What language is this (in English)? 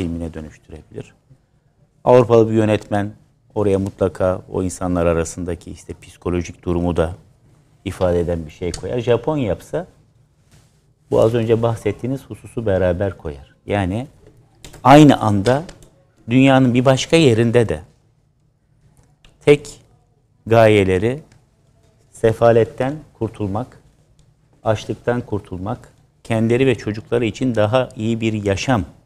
Turkish